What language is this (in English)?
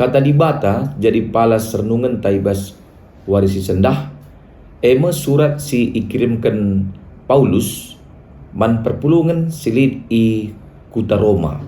Batak Karo